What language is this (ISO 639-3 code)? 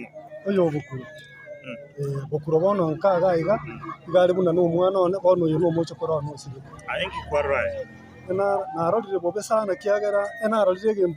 guz